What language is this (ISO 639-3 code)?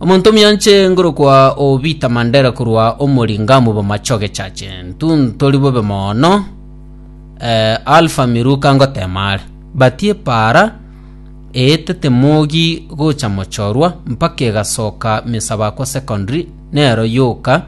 guz